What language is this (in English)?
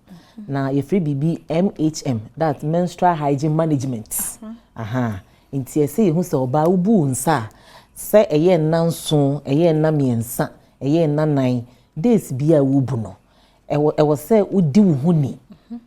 Akan